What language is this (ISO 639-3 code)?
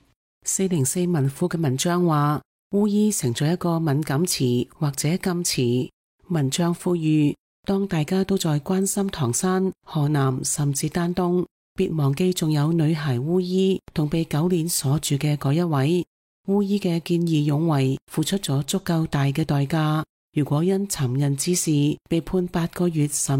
yue